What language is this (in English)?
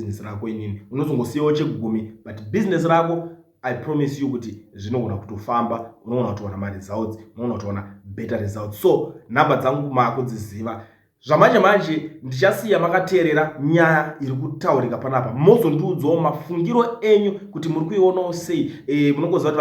Shona